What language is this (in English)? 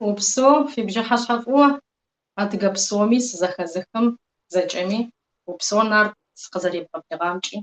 Kabardian